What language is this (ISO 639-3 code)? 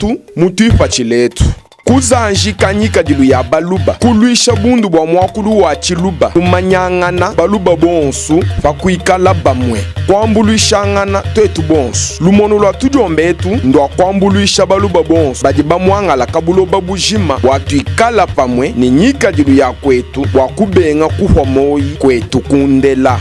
lua